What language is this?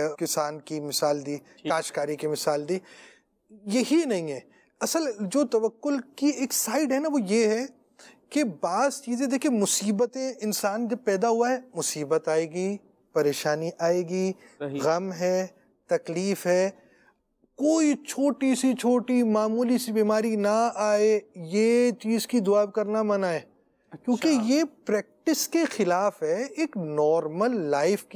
Urdu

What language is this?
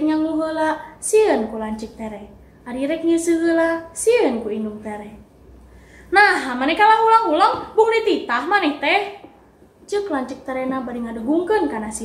Sundanese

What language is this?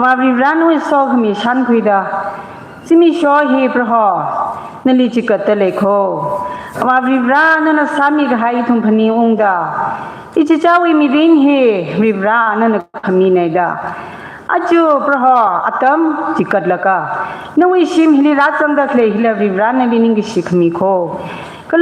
Tangkhul Naga (India)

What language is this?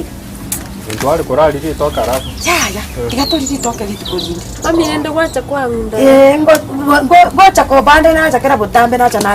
Gusii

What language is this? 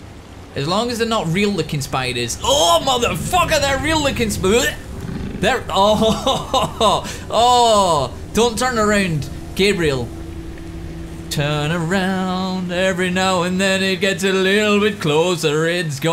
English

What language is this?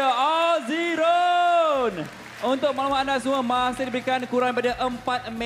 Malay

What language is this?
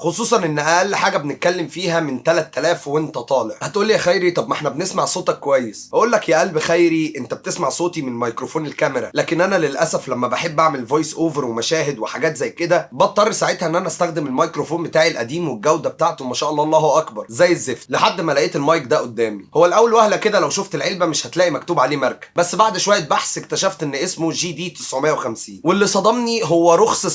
Egyptian Arabic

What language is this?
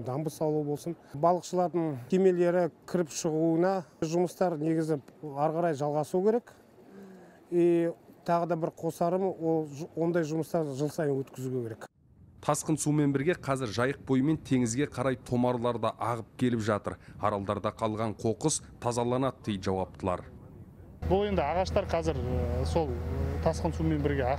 Kazakh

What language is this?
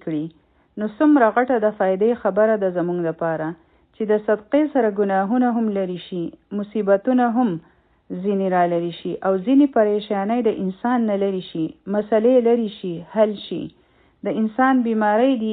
Pashto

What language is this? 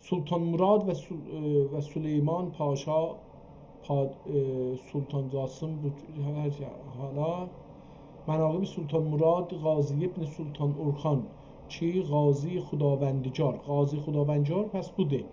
South Azerbaijani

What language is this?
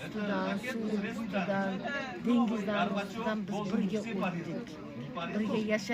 Uzbek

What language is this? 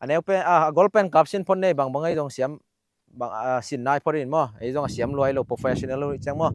Tedim Chin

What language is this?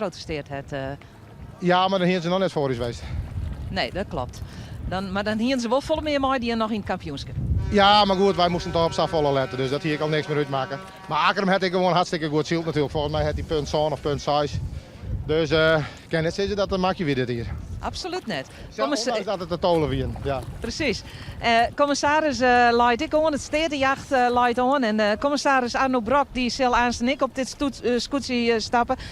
Western Frisian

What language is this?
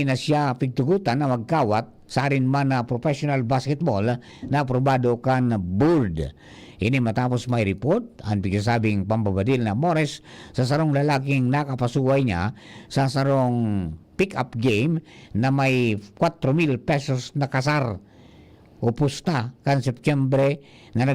Bikol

